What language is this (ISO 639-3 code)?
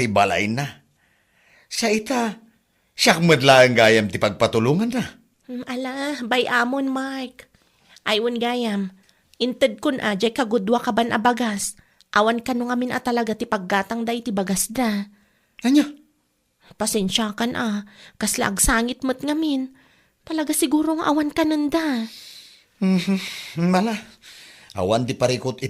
ilo